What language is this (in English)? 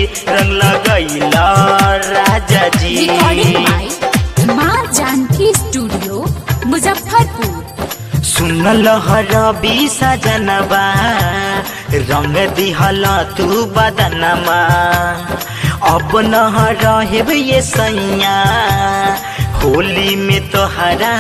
Bhojpuri